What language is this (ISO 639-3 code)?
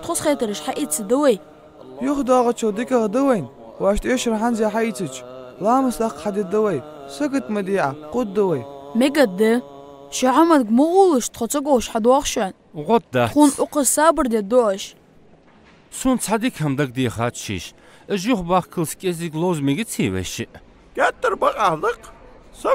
inh